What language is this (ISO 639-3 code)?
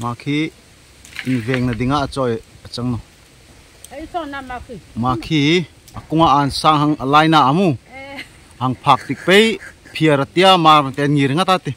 dln